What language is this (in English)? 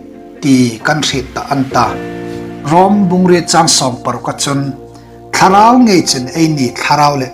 Hmar